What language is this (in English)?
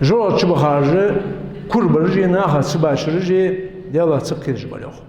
Ingush